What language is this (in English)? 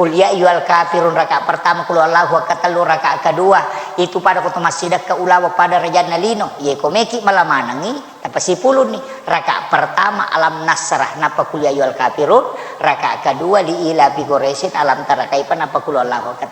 Buginese